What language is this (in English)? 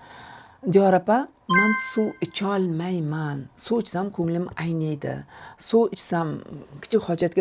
Uzbek